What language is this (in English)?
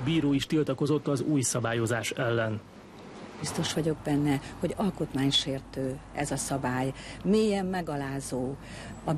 Hungarian